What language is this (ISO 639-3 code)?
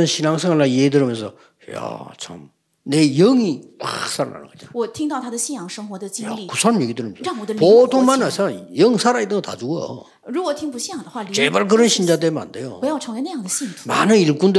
kor